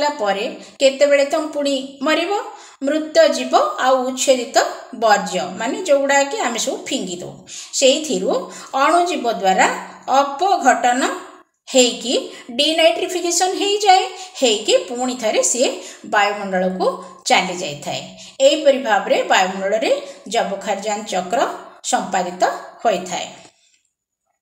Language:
Odia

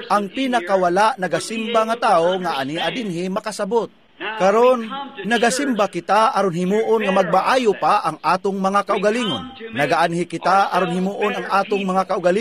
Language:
Cebuano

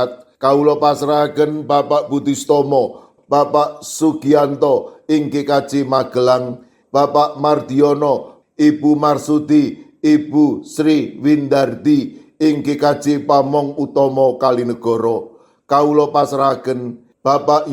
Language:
Javanese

